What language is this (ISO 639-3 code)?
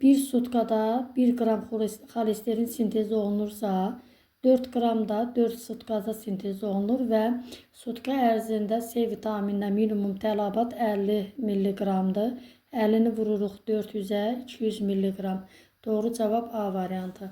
aze